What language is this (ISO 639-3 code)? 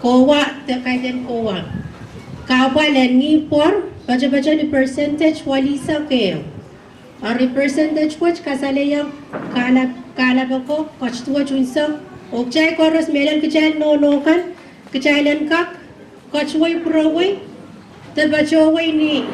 pon